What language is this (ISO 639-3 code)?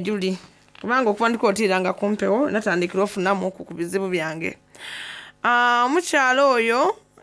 xog